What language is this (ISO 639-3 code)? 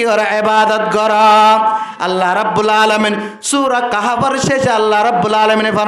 rhg